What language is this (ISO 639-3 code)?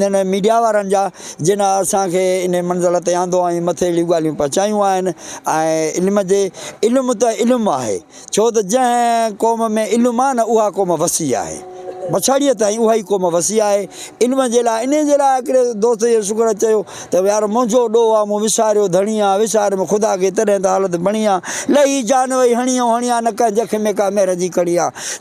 snd